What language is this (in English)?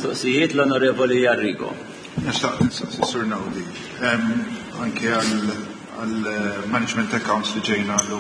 Maltese